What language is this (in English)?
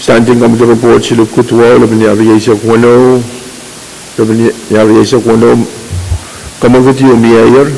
Pohnpeian